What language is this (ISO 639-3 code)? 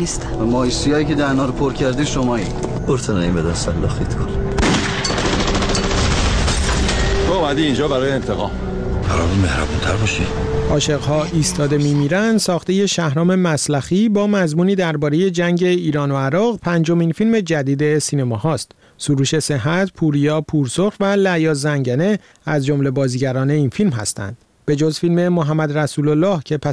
fas